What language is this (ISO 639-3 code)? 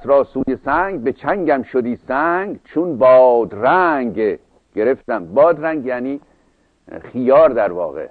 fas